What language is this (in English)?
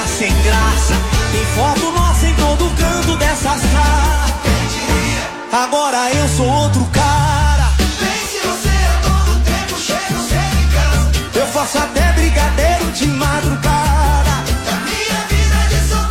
Portuguese